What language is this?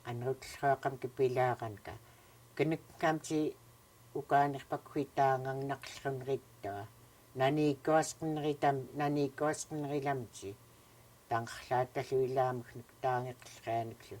Central Yupik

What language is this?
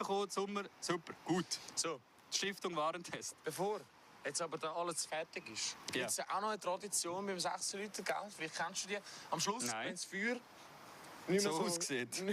Swiss German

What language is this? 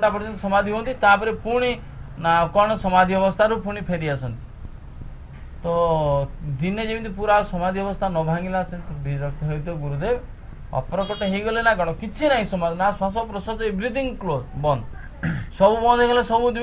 Odia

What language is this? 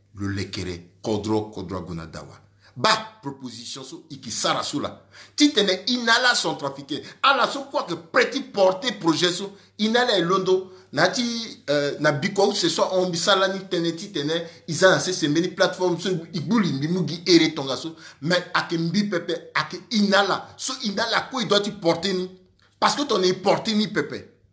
Sango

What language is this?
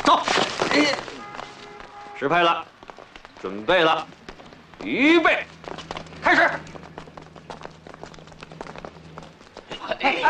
Chinese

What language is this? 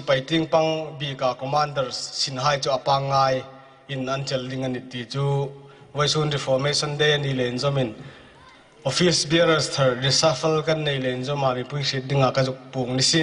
Hmar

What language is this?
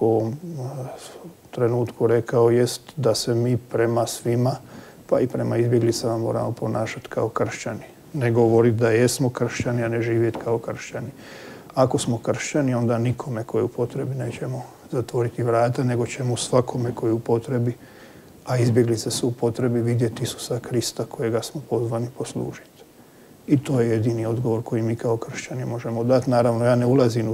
Croatian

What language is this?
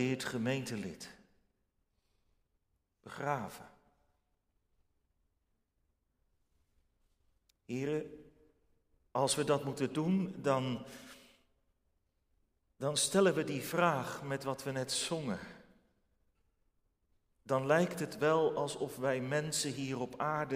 Dutch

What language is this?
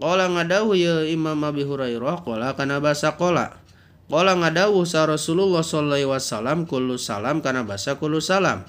Sundanese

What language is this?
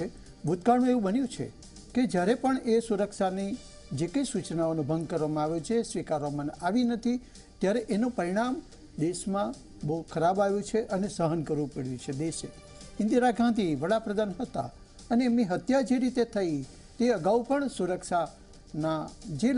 Gujarati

